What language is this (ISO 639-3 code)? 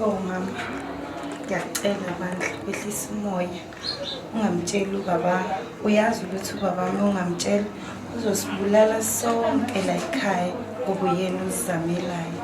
zul